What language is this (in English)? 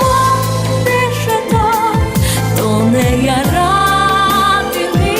Udmurt